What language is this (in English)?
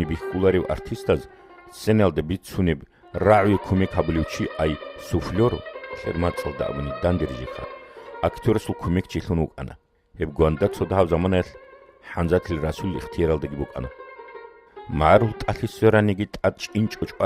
Avaric